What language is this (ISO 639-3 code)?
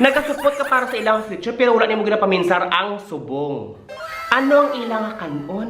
hil